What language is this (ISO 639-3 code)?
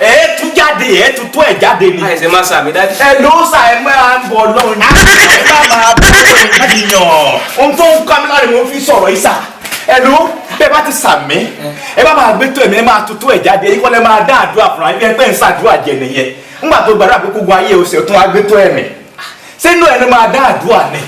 yor